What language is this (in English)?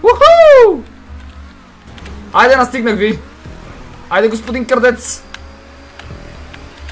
Bulgarian